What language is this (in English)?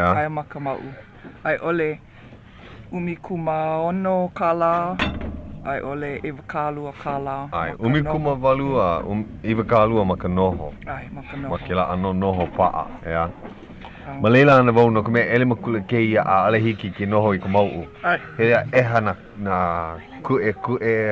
Hawaiian